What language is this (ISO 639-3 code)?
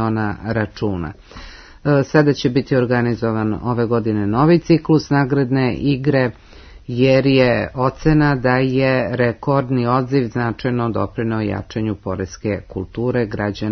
srp